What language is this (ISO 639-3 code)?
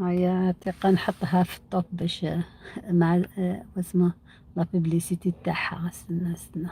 arq